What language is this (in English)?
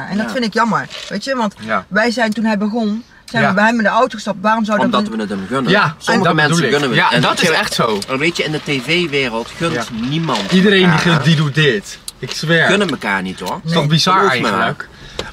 Dutch